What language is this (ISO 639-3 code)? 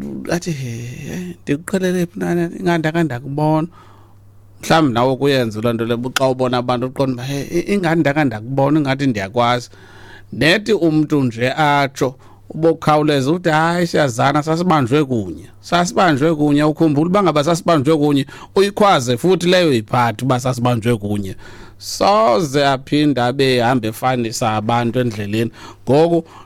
xho